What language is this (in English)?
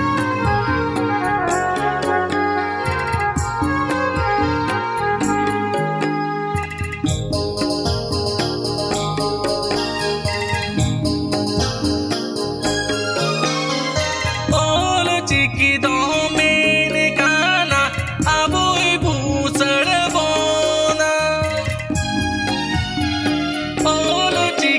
Santali